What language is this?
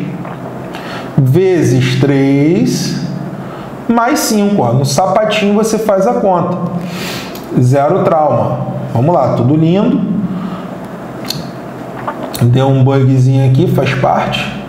Portuguese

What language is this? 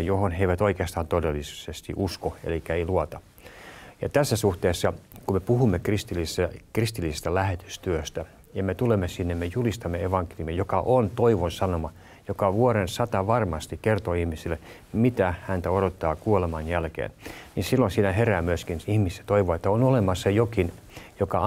Finnish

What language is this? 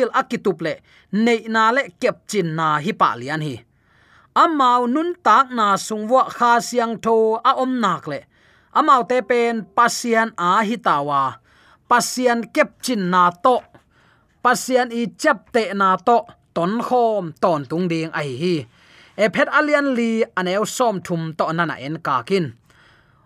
Tedim Chin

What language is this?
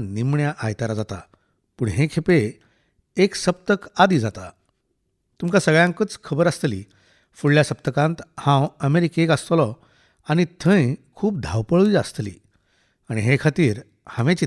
Konkani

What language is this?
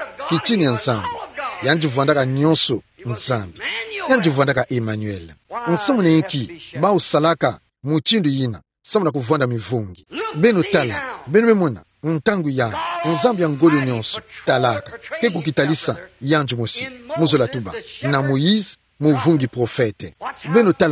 Kituba (Democratic Republic of Congo)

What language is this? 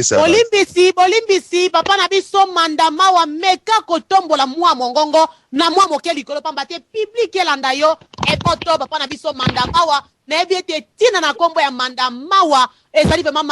Lingala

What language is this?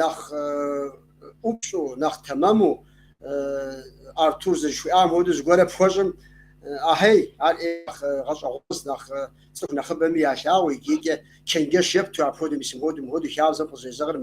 Kabardian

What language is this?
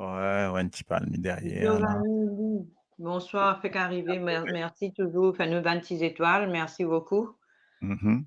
Morisyen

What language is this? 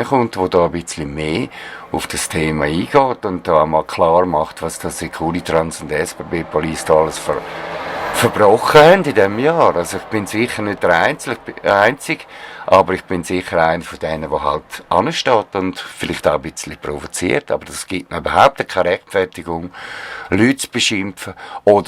Swiss German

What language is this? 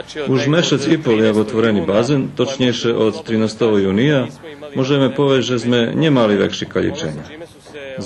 Rusyn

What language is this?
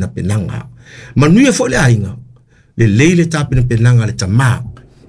Samoan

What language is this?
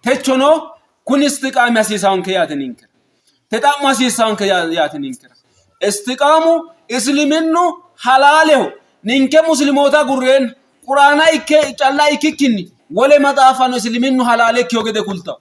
Sidamo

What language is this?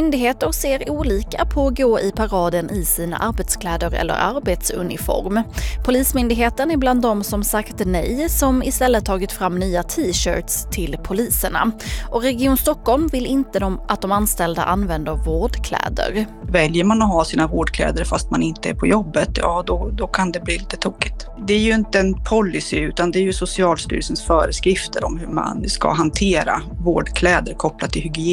Swedish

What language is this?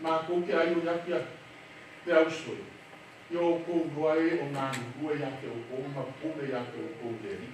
Samoan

